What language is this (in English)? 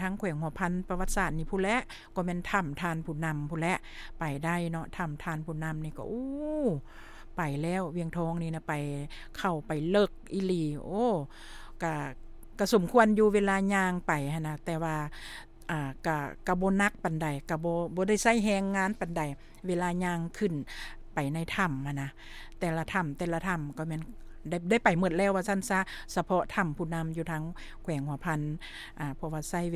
Lao